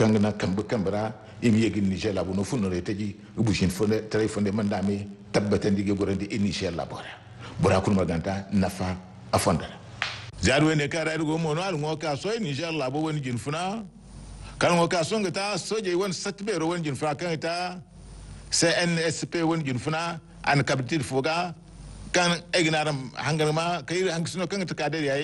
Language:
Zarma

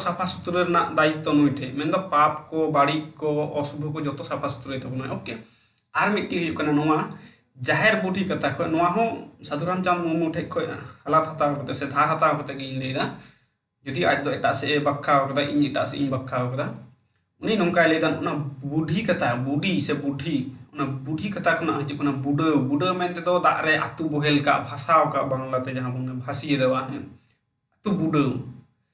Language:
Santali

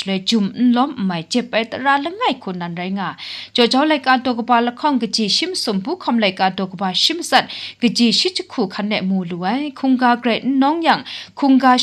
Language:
Kachin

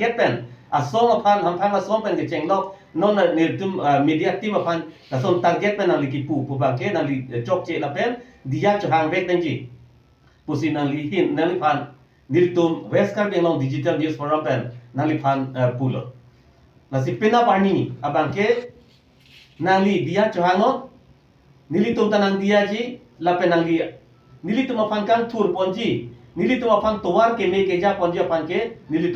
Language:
Karbi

